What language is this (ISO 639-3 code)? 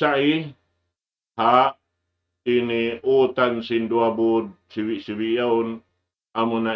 tsg